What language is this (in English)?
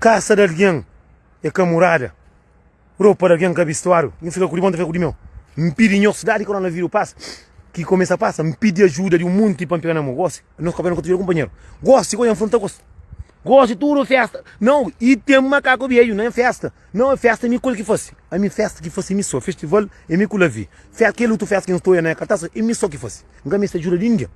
Kabuverdianu